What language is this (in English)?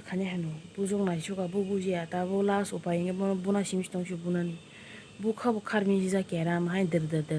Kok Borok